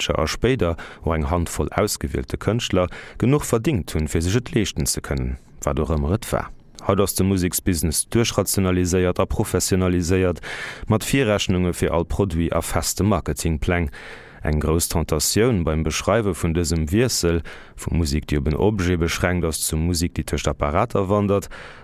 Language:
Luxembourgish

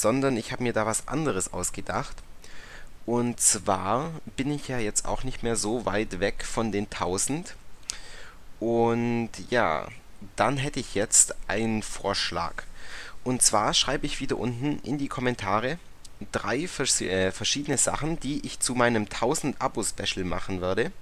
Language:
German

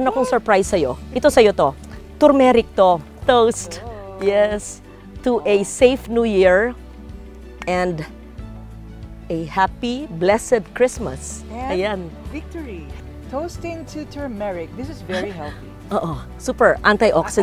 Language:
Filipino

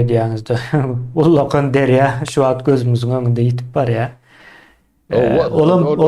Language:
Turkmen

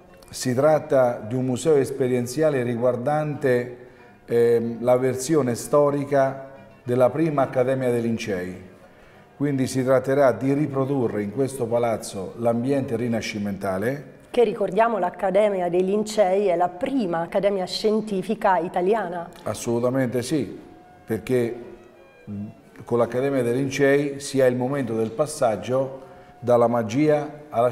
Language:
Italian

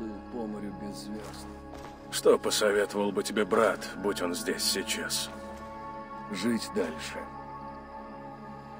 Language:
Russian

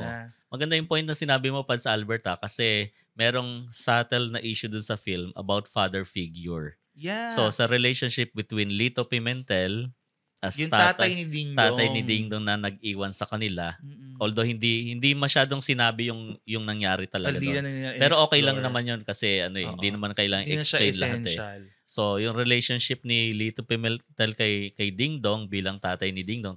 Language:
Filipino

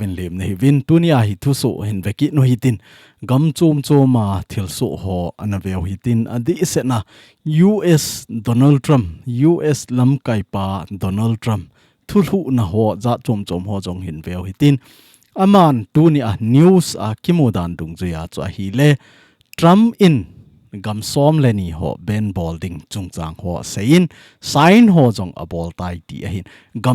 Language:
Thado Chin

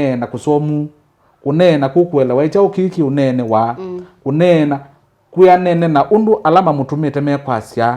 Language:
Kamba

